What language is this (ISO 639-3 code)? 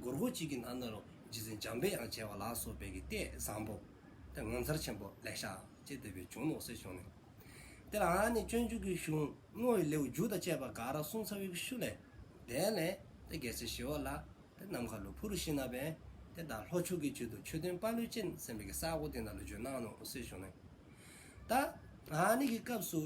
dzo